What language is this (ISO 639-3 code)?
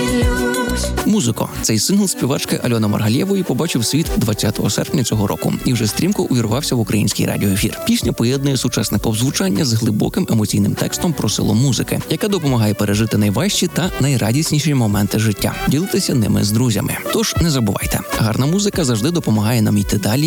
ukr